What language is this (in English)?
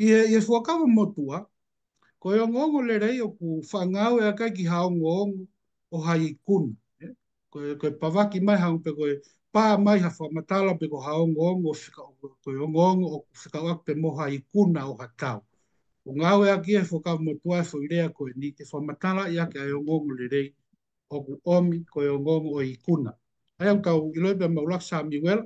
Tongan